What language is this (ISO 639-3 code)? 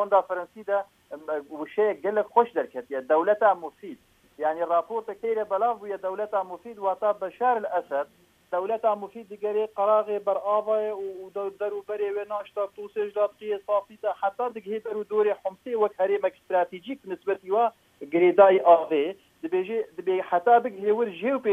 kur